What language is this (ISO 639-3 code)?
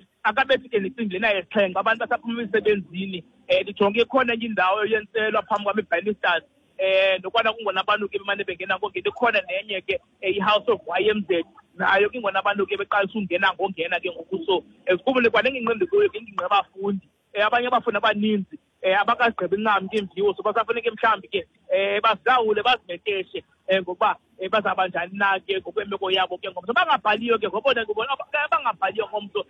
xho